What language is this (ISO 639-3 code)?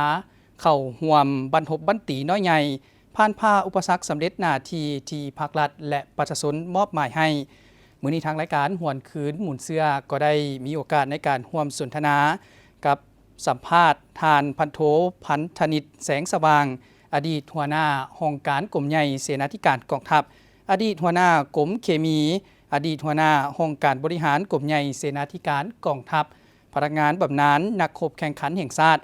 lao